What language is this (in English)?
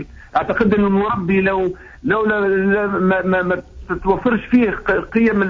Tunisian Arabic